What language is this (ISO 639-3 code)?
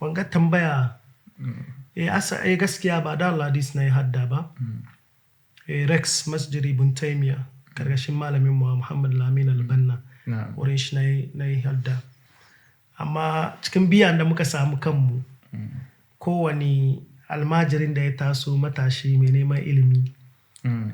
hau